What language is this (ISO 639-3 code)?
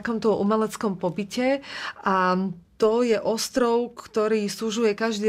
slk